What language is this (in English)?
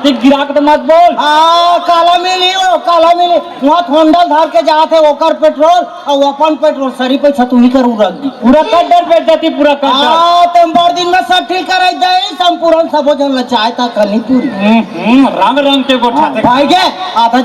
Chhattisgarhi